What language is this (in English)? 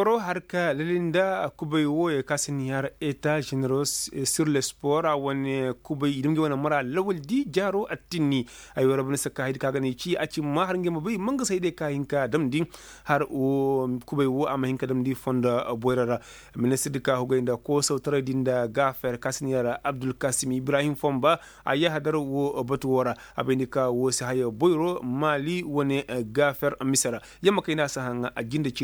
Koyraboro Senni